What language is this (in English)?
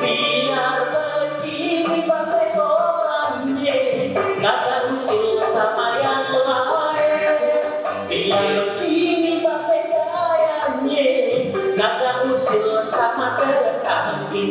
Betawi